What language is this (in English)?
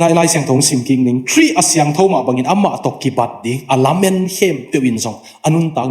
Tedim Chin